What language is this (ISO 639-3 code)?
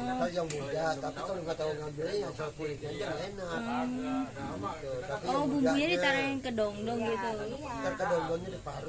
bew